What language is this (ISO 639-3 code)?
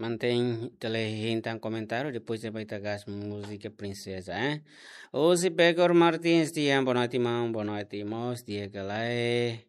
tet